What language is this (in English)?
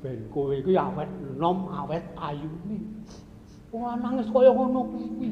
Javanese